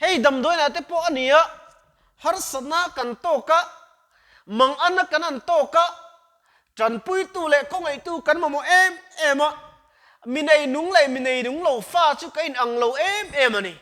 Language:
Mizo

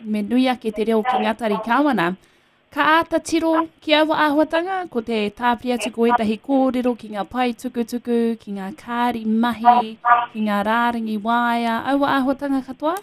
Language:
Māori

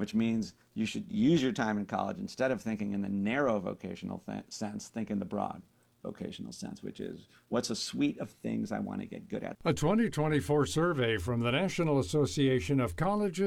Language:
English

